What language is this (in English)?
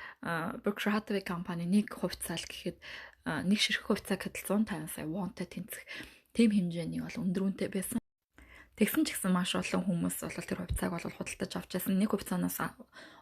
Mongolian